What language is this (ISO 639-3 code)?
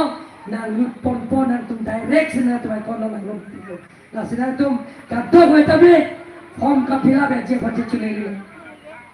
mjw